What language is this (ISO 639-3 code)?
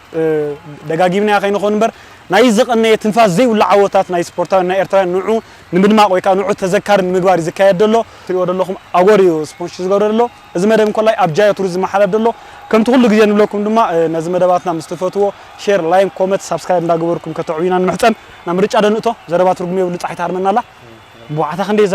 tir